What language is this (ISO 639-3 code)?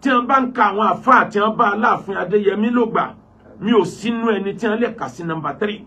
yor